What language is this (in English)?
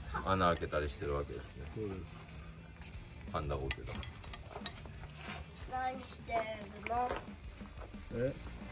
Japanese